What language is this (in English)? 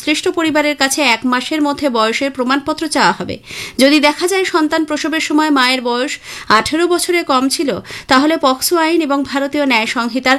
Bangla